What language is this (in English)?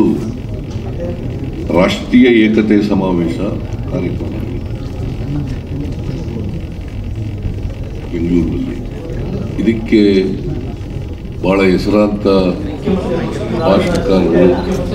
Kannada